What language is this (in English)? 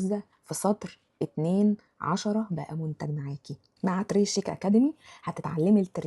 Egyptian Arabic